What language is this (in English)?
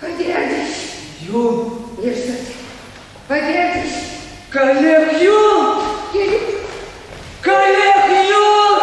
Chuvash